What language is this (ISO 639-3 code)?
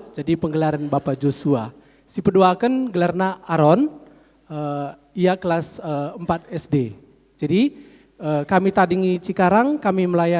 btx